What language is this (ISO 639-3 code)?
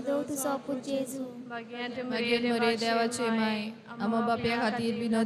kok